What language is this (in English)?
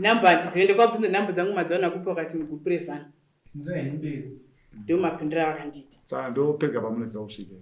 Shona